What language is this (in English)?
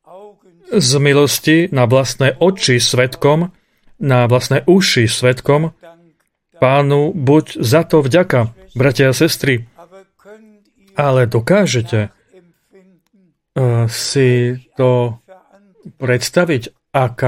Slovak